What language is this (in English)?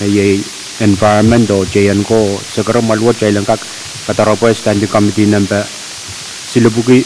Pohnpeian